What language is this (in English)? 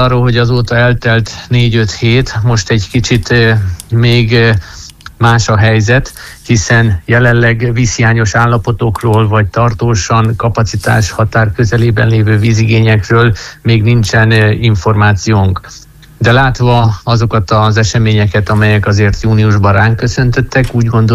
Hungarian